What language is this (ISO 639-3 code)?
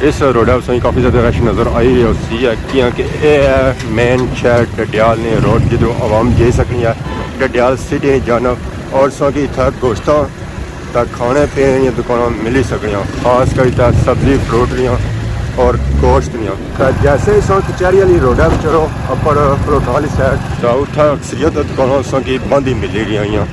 phr